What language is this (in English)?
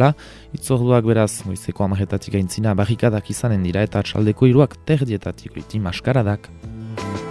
Basque